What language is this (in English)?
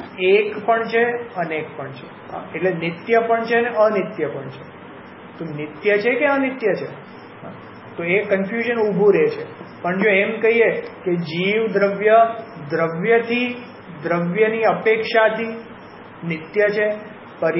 Gujarati